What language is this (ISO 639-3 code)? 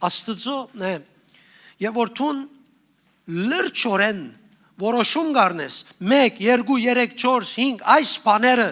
hyw